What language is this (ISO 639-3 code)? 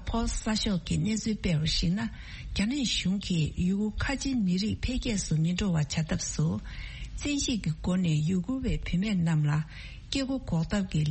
bod